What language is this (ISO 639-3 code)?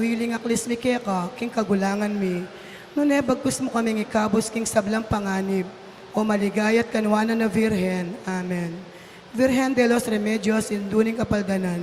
pam